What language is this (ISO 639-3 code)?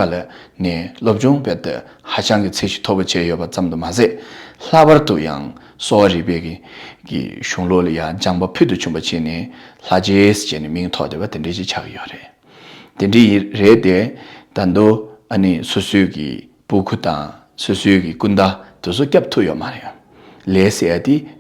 bod